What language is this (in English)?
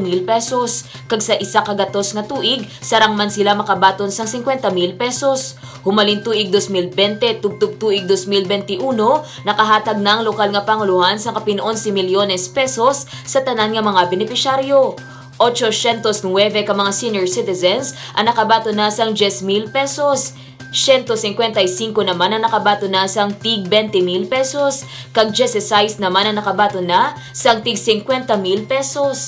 Hiligaynon